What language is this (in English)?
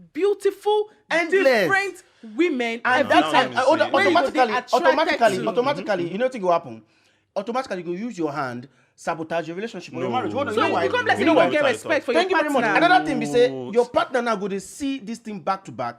Nigerian Pidgin